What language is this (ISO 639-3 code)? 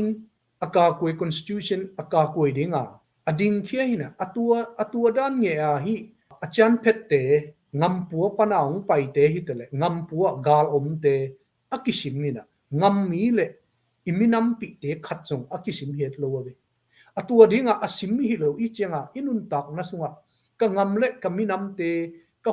ctd